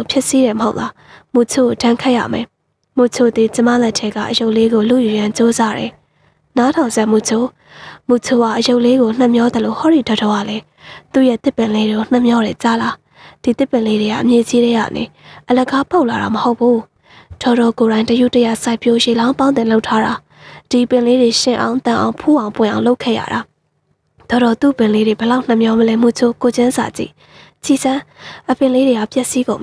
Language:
Burmese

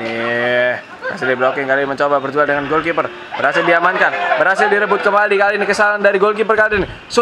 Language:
Indonesian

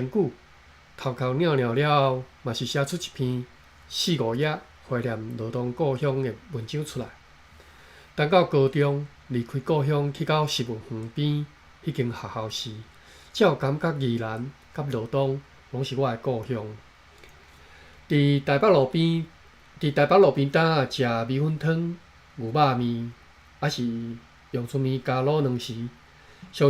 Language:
Min Nan Chinese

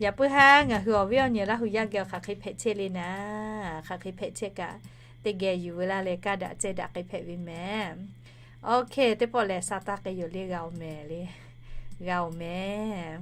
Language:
Lahu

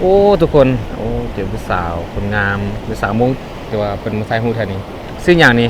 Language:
Lao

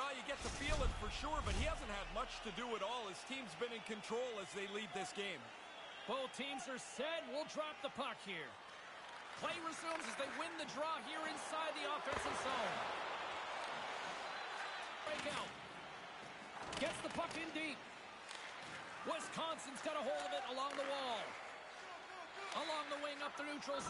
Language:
English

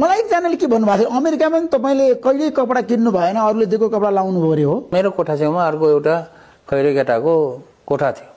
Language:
Nepali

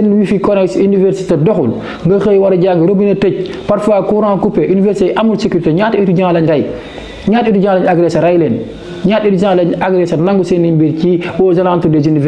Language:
Wolof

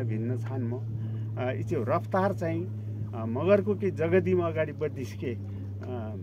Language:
Nepali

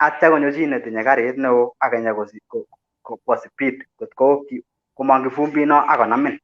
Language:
Kalenjin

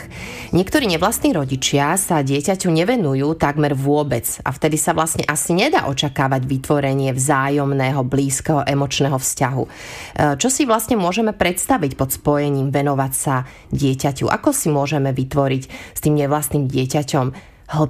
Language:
Slovak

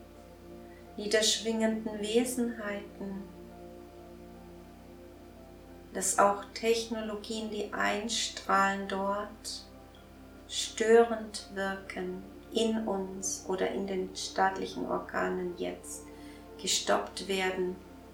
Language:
German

